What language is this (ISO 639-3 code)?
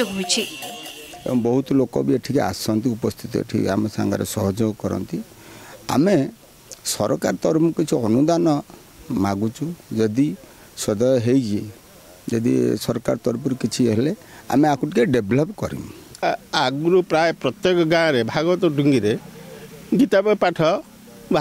ori